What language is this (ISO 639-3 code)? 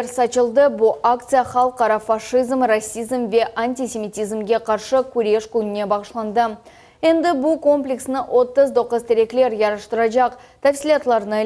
crh